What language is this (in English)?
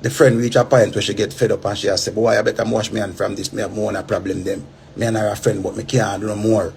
Jamaican Creole English